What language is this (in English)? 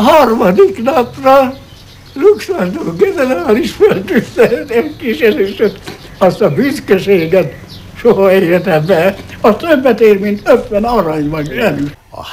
Hungarian